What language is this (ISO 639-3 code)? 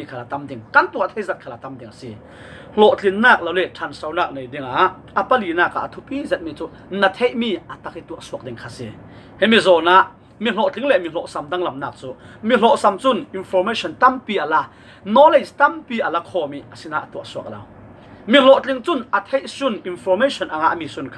cfm